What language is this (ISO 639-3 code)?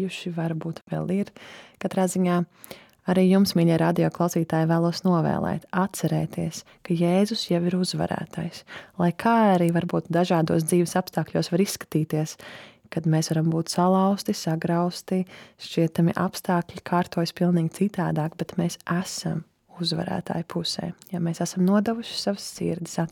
lav